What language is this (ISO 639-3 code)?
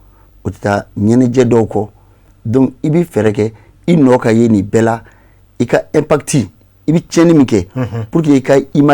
bam